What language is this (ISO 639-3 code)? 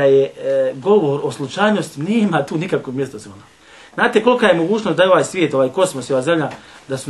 bos